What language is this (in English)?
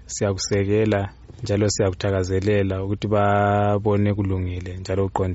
North Ndebele